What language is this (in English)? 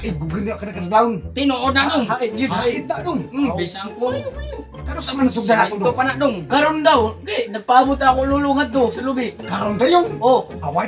Cebuano